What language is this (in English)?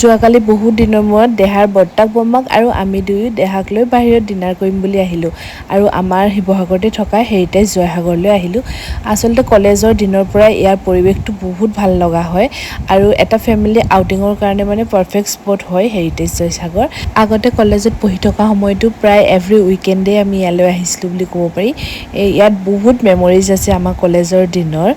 Assamese